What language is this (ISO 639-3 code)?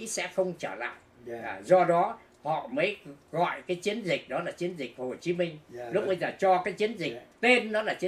vie